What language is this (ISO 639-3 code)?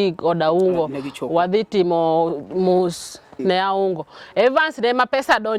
luo